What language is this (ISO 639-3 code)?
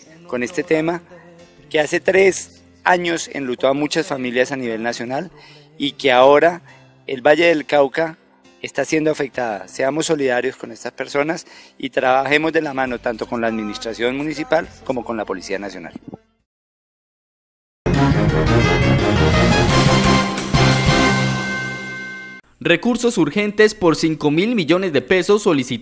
spa